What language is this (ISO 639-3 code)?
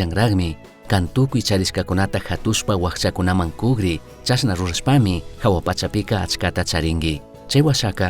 qug